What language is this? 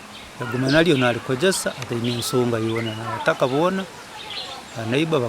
Nyankole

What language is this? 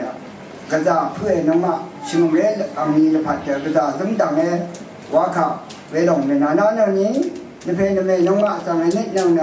Rawang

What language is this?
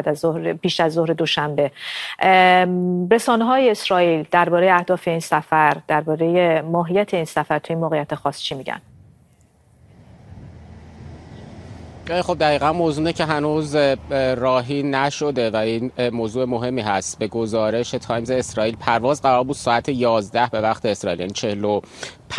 Persian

